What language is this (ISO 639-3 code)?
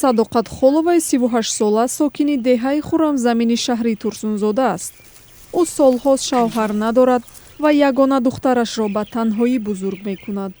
tgk